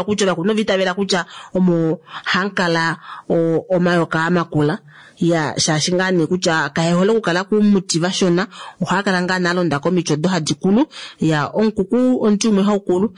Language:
Kuanyama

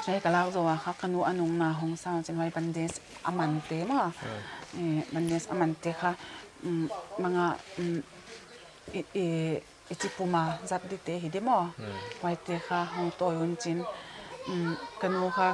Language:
Paite Chin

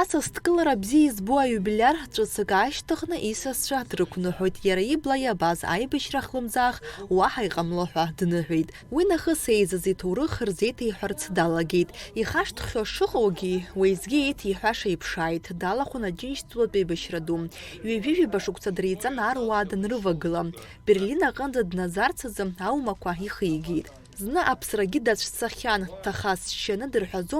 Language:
Abkhazian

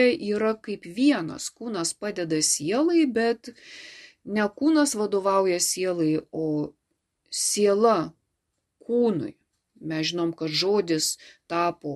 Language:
Lithuanian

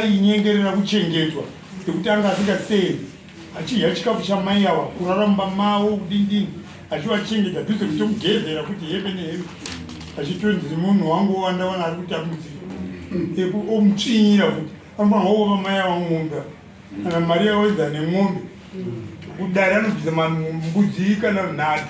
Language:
Shona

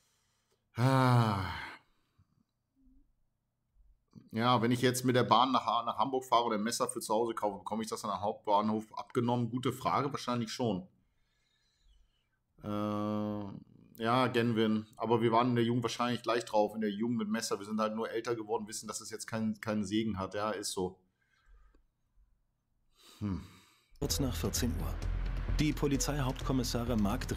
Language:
German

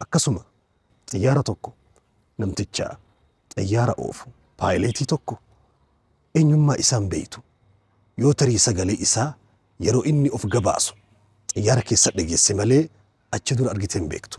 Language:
Oromo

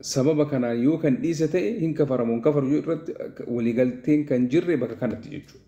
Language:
Oromo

